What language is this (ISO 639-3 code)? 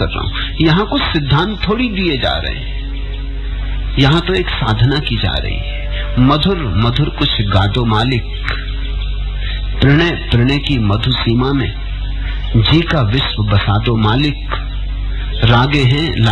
hin